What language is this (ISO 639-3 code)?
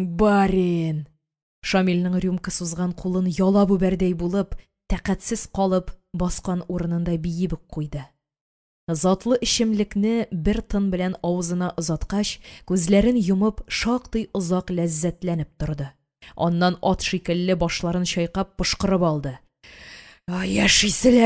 tat